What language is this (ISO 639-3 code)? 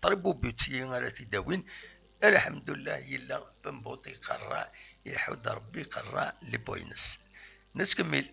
kab